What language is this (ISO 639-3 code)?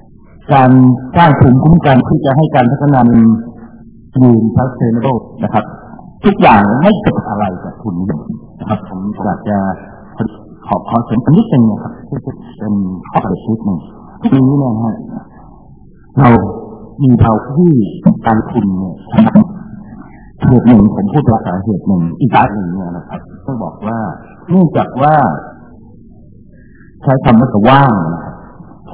tha